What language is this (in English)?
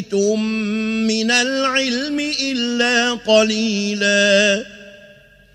Arabic